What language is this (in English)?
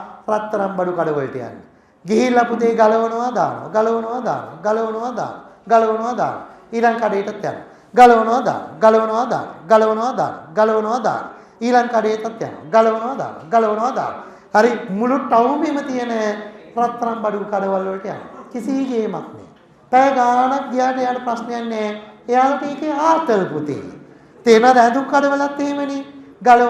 Sinhala